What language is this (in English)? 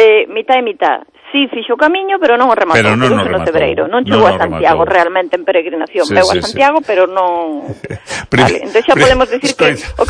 Galician